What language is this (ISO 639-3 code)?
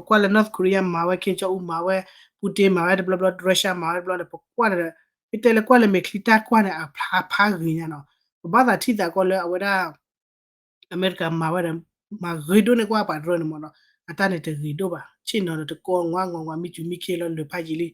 ksw